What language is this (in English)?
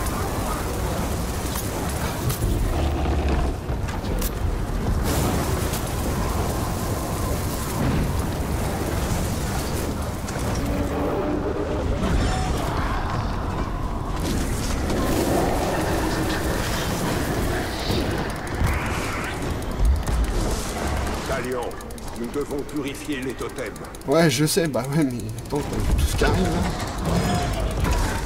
French